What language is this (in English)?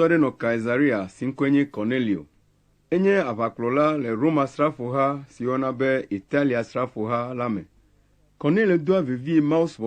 Ewe